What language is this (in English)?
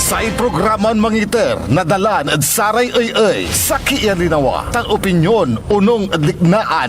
Pangasinan